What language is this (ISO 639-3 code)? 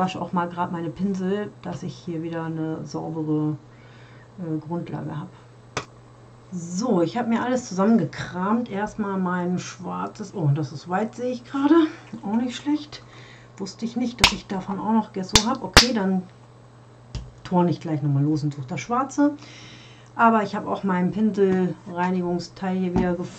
deu